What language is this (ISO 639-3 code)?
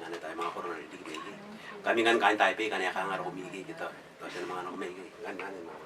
gil